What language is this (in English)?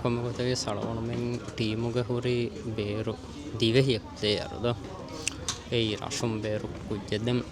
Divehi